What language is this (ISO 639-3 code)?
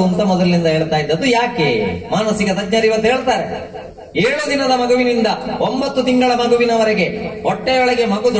kan